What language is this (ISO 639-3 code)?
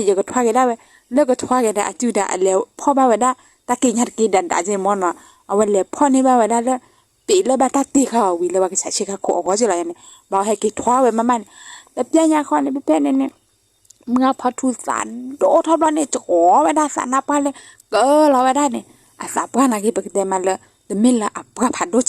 ksw